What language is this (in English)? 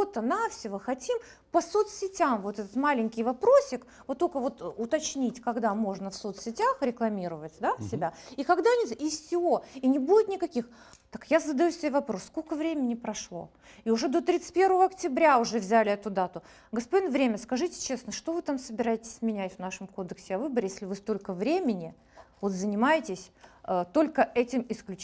Russian